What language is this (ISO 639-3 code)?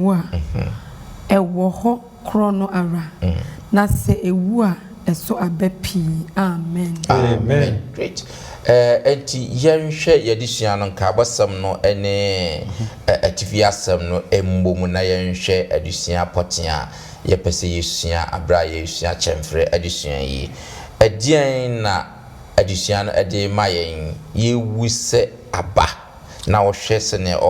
aka